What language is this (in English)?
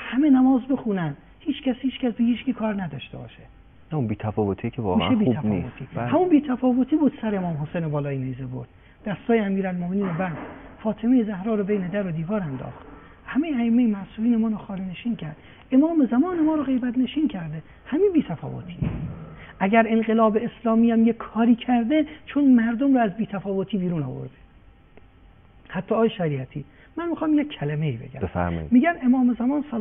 Persian